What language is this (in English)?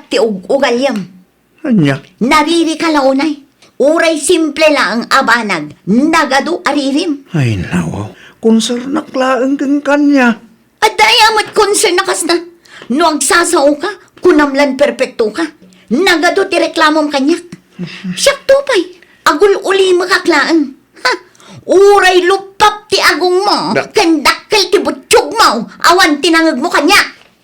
Iloko